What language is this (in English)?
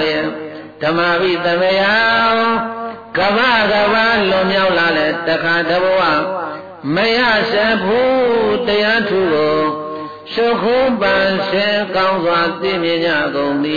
Burmese